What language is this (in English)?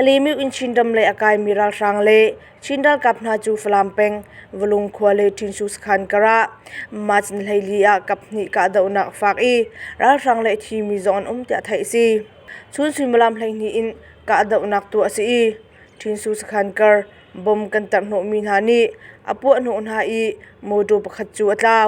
Hakha Chin